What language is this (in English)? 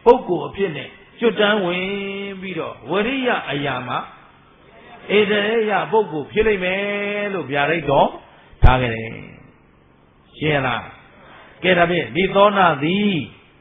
Burmese